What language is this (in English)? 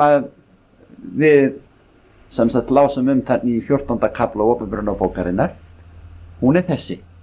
Icelandic